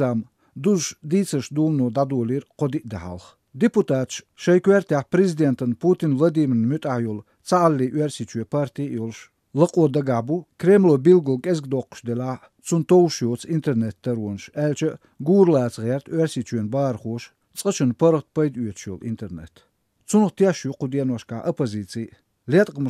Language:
Chechen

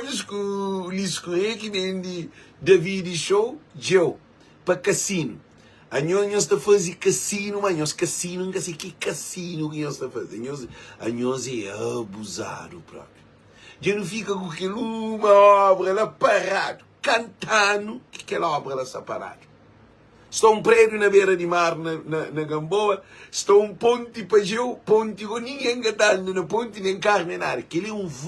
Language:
Kabuverdianu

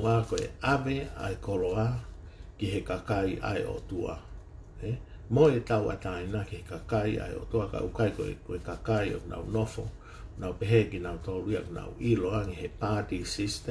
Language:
Tongan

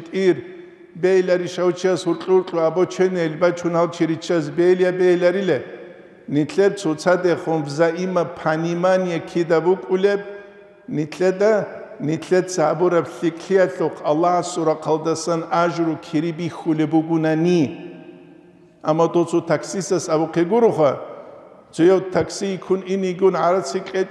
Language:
Avaric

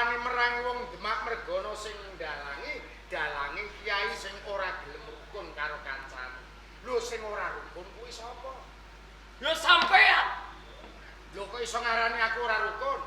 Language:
Javanese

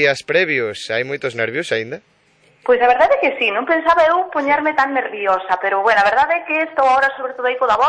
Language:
Galician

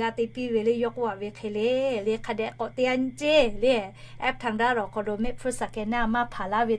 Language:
Lahu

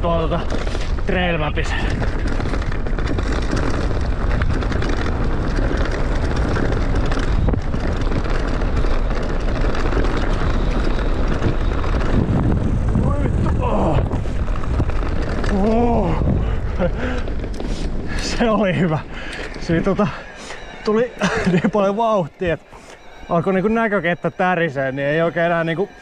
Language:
Finnish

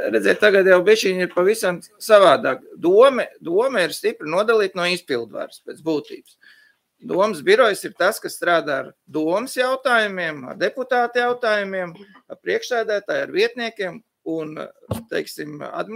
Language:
Latvian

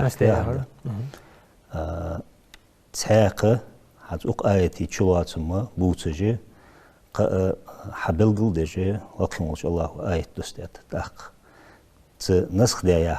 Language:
Ingush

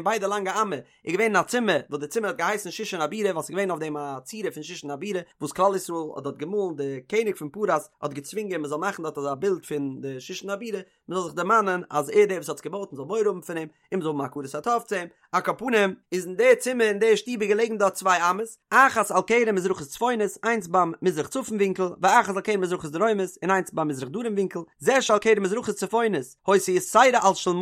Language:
Yiddish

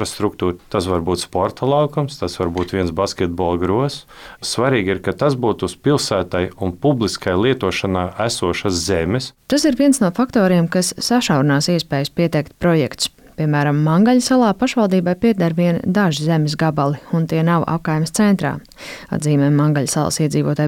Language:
Latvian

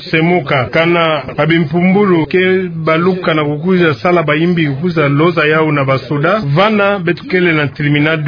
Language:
Kituba (Democratic Republic of Congo)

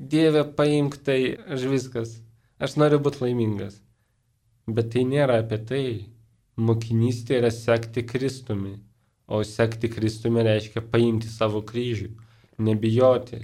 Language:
Lithuanian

